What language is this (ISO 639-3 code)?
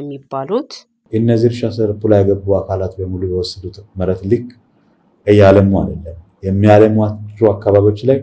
amh